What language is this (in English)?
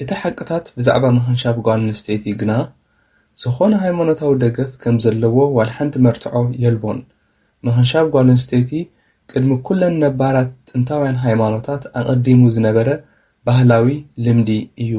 Tigrinya